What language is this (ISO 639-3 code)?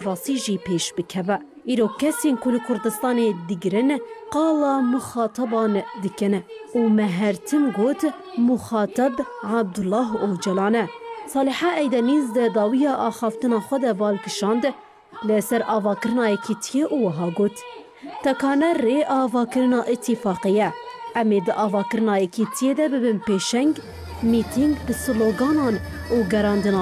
kur